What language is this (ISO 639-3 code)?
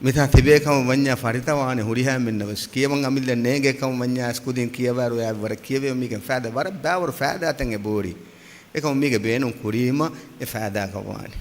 div